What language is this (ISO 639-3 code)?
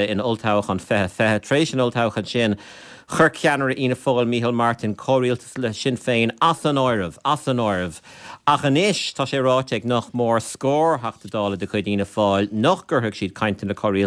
gle